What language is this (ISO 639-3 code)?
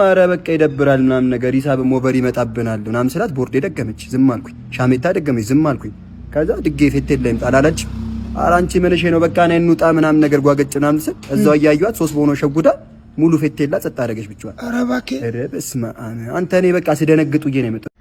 amh